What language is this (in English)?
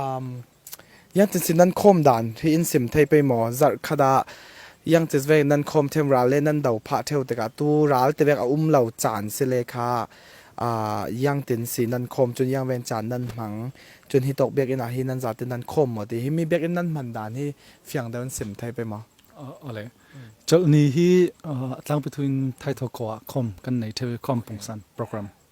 Falam Chin